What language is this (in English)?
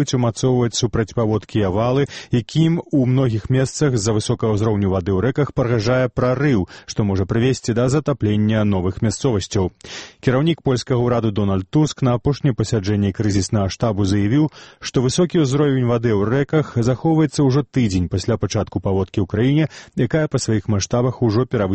Belarusian